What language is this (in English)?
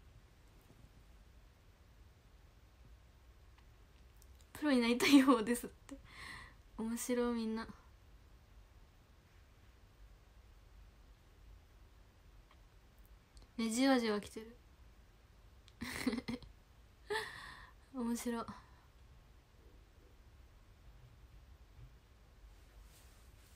Japanese